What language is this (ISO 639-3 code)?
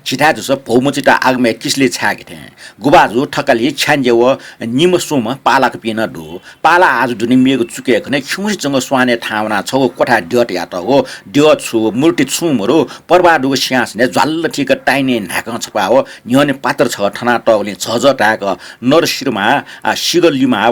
new